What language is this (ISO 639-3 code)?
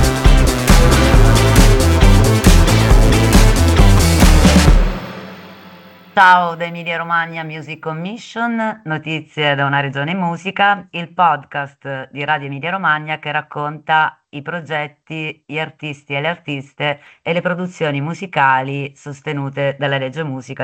ita